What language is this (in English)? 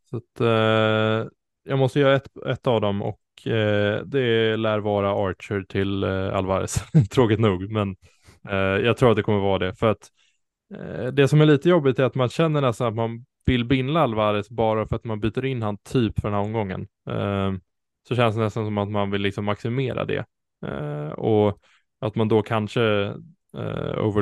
Swedish